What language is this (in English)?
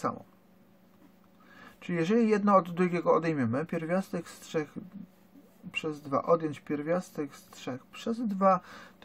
Polish